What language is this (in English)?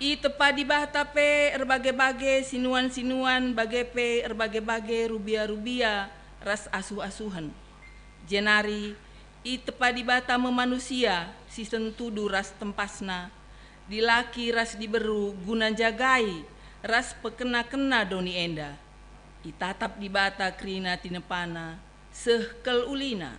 Batak Karo